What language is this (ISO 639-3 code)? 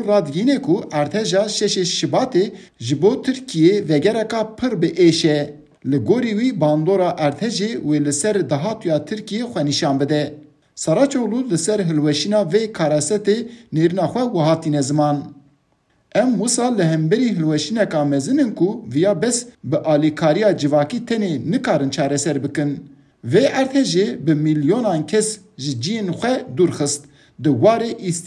kur